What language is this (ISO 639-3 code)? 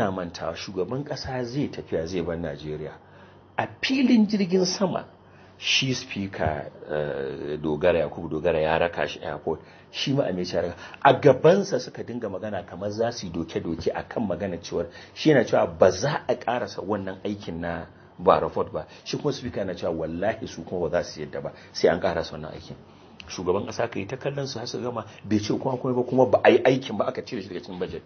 hau